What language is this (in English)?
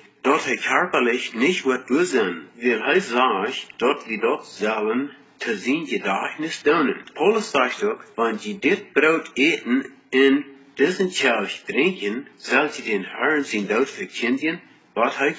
Plautdietsch